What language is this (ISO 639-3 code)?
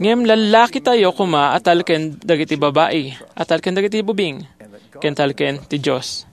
ilo